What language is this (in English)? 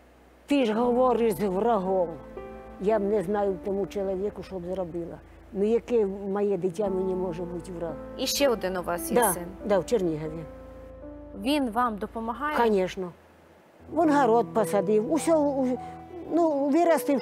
Ukrainian